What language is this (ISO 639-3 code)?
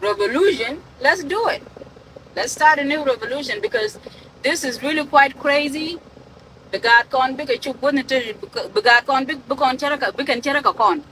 nus